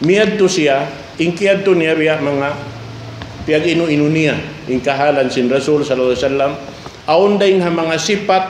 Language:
Tausug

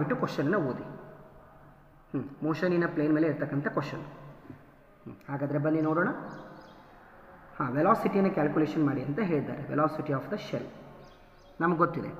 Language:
Kannada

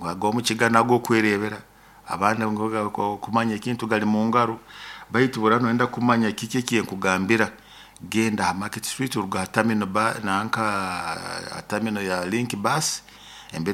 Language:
Nyoro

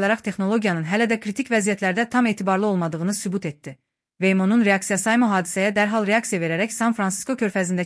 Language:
Azerbaijani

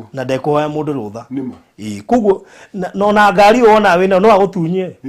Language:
Kikuyu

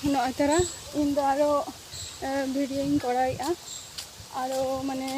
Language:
Santali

